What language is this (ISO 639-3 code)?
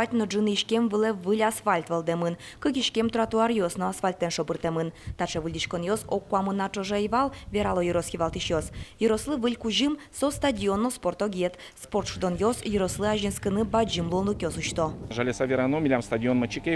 udm